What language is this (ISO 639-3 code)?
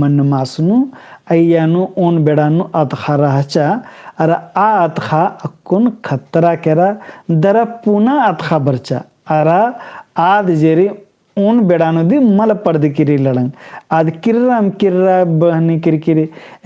kru